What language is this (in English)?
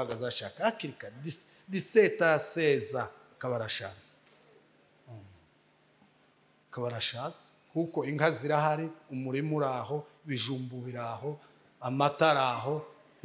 Kinyarwanda